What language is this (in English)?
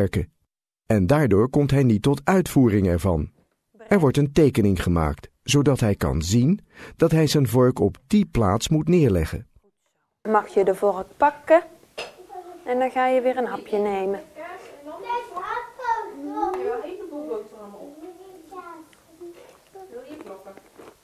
Dutch